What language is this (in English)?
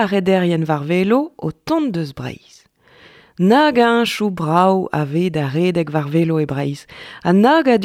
Breton